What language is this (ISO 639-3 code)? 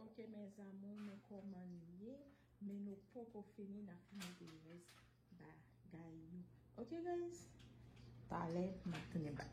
hat